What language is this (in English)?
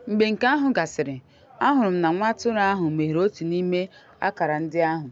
Igbo